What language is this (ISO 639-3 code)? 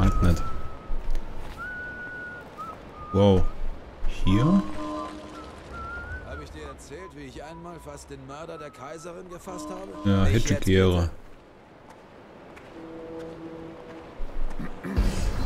deu